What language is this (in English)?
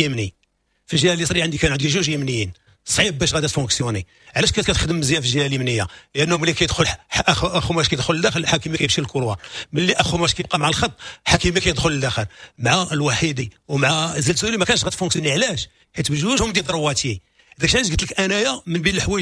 Moroccan Arabic